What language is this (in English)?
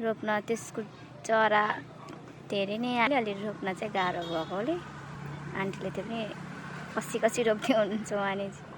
Nepali